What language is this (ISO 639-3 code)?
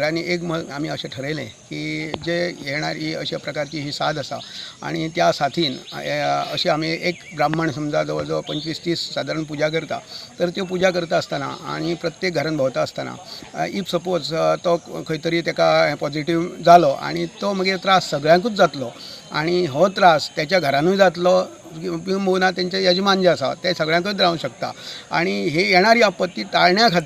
kok